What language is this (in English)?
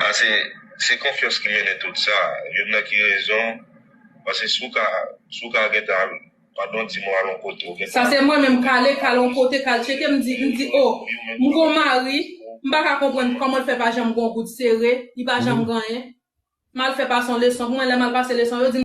Haitian Creole